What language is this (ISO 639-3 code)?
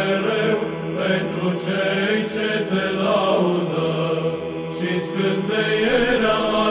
ron